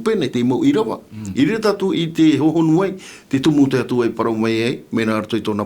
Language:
Tahitian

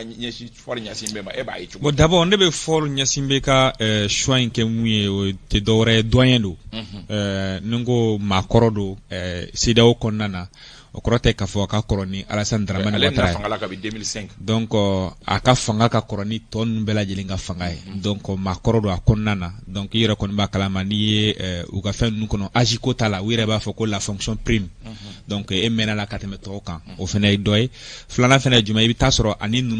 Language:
Bambara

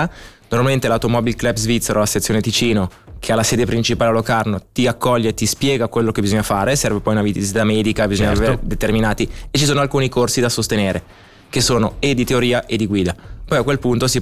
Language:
Italian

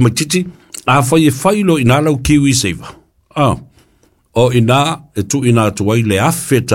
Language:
Samoan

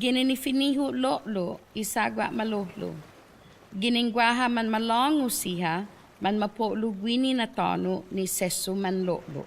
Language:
Chamorro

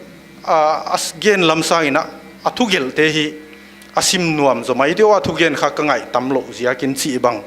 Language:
Paite Chin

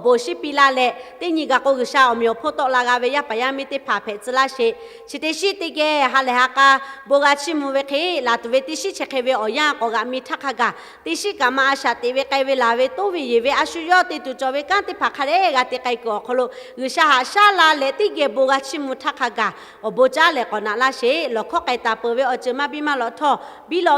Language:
Lahu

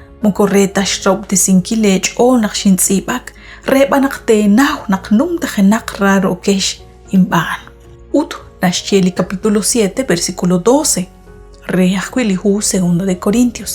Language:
Kekchí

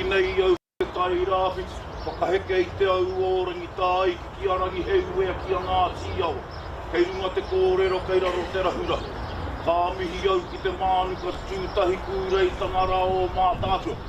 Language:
Māori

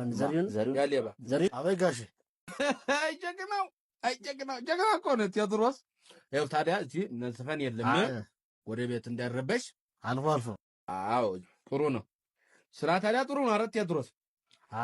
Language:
Amharic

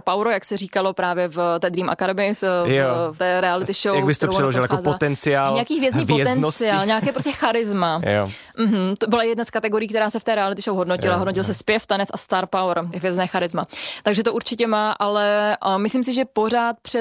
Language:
Czech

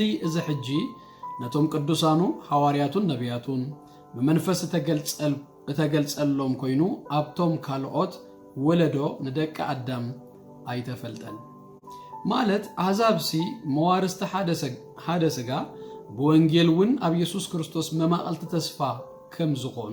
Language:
Tigrinya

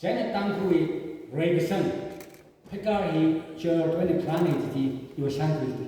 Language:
Tangkhul Naga (India)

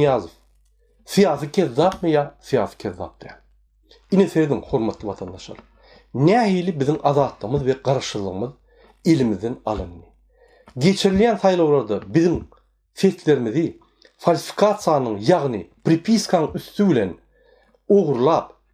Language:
Turkmen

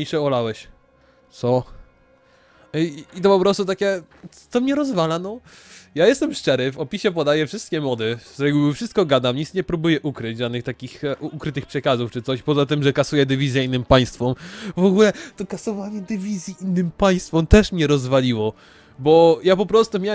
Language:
Polish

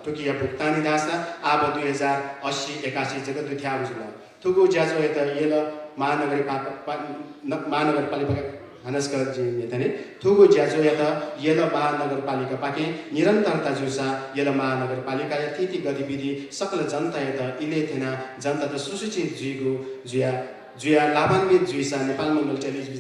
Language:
Newari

